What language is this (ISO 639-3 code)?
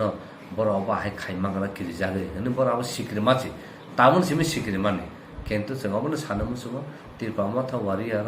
trp